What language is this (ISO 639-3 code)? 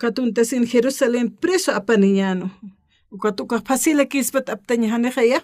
aym